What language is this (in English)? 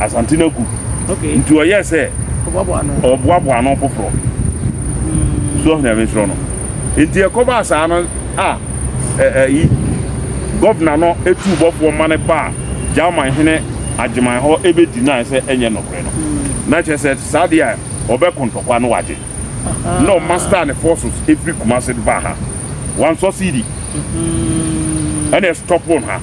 Akan